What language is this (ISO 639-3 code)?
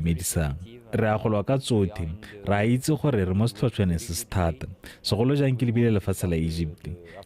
tsn